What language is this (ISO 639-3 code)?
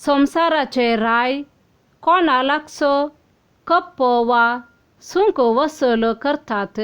kok